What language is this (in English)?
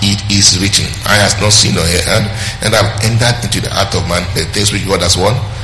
English